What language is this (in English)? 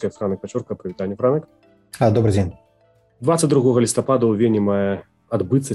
Belarusian